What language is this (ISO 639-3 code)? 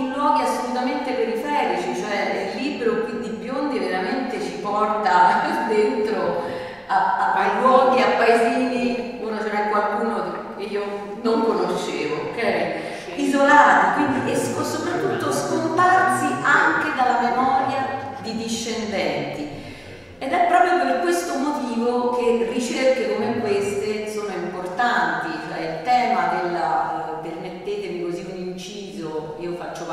ita